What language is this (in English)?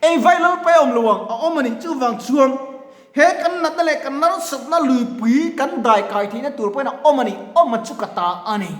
Mizo